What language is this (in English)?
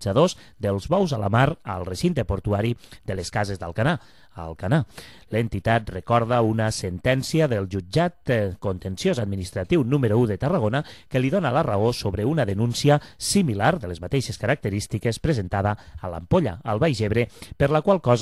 Catalan